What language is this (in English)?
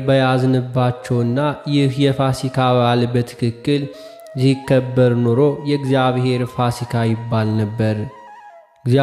Amharic